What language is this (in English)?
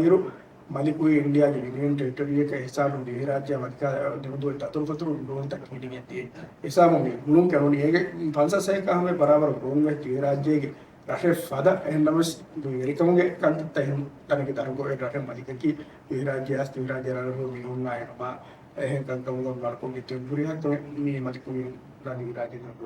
Divehi